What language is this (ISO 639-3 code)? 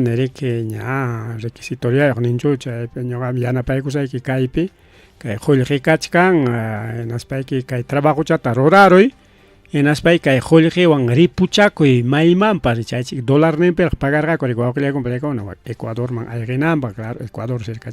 quy